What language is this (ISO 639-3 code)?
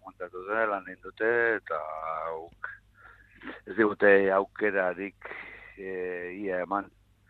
eus